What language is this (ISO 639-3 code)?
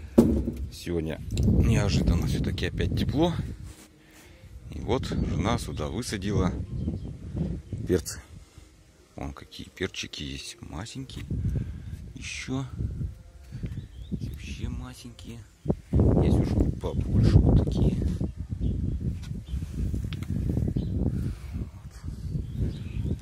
rus